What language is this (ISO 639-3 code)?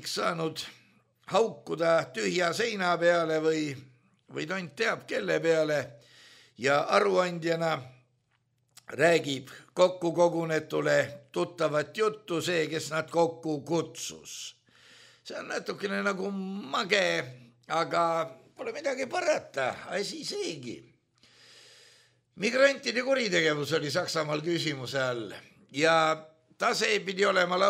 est